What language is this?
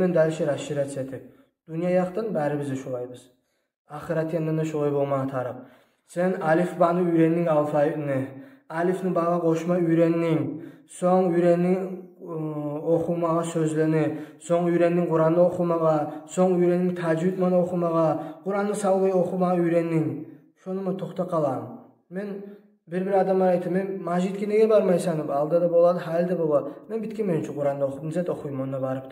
Kumyk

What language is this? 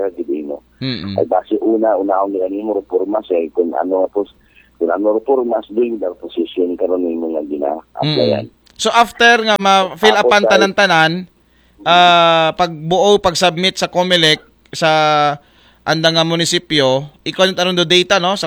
Aklanon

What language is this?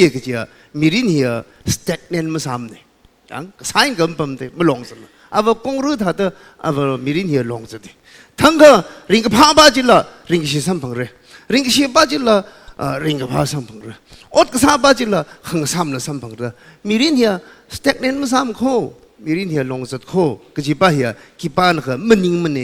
Tangkhul Naga (India)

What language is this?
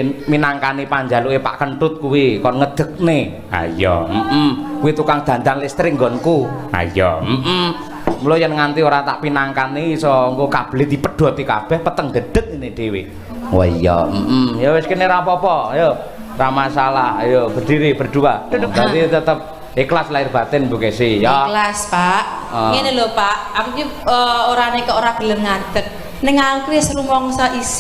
Javanese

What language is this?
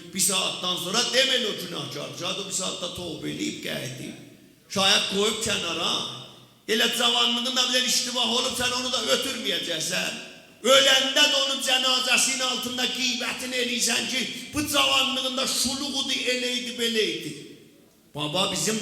South Azerbaijani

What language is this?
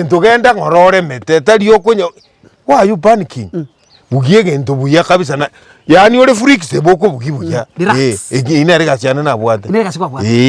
Gusii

